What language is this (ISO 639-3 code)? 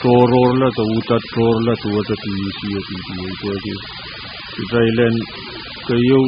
pon